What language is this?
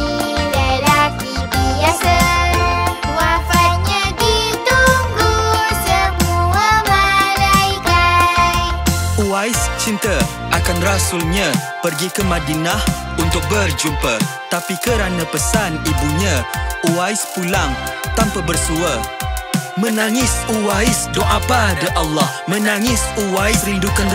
Malay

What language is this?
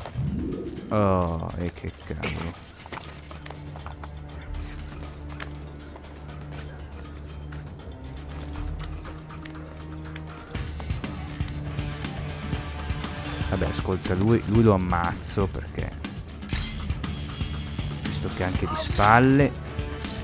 Italian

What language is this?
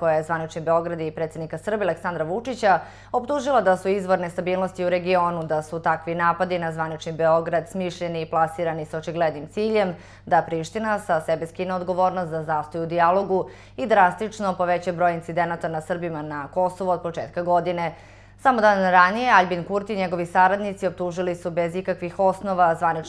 Serbian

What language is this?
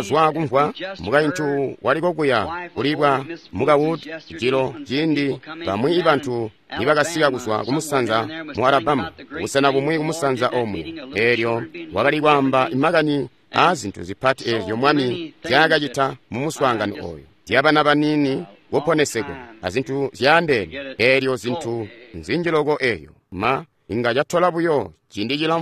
Tonga (Zambia)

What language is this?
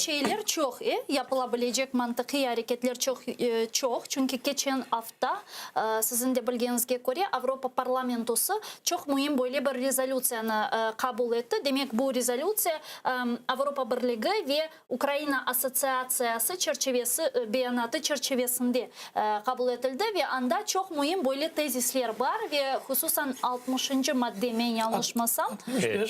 Crimean Tatar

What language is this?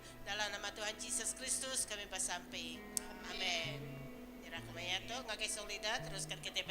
Iban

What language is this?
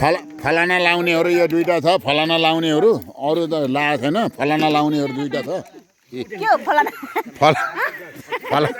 Nepali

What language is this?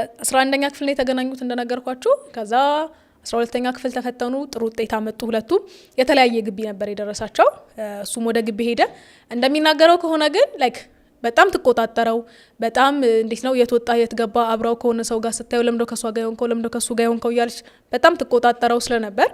Amharic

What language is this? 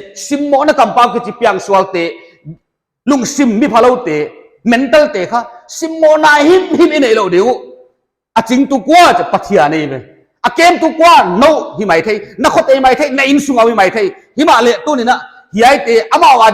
Paite Chin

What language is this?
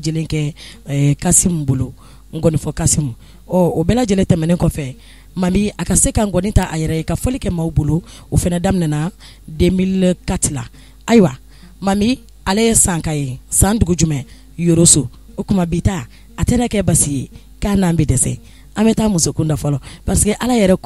Bambara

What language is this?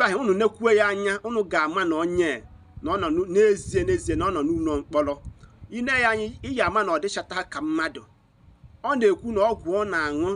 Igbo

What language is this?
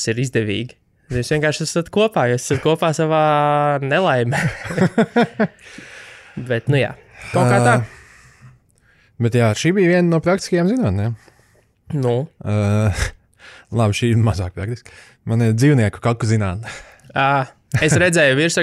Latvian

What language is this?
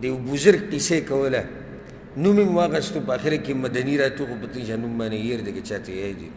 Pashto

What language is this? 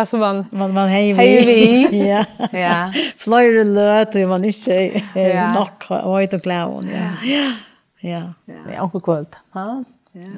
Faroese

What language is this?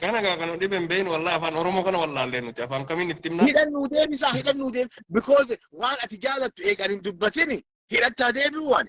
Oromo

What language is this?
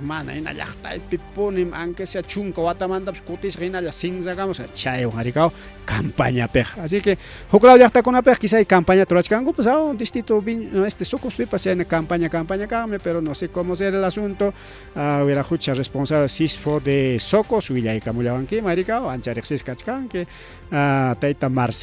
Ayacucho Quechua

